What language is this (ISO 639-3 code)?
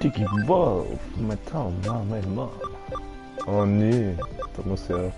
gsw